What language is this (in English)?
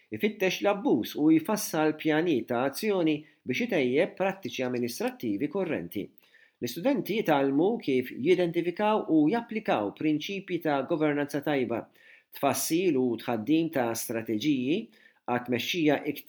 Maltese